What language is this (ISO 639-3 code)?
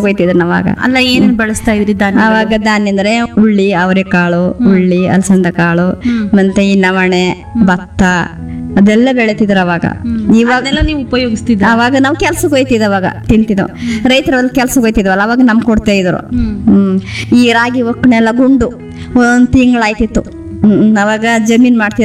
kan